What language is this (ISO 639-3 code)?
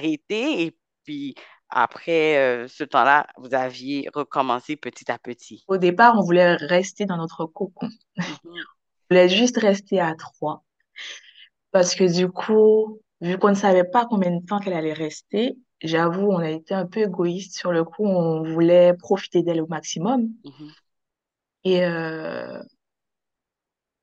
fra